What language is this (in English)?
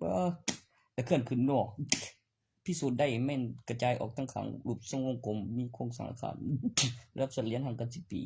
Northeastern Thai